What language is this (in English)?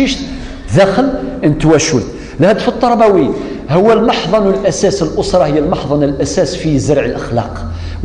Kabyle